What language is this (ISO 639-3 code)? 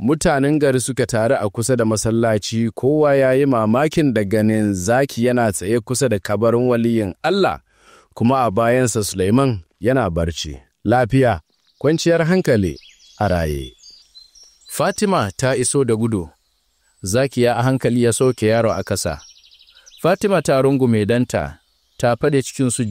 hau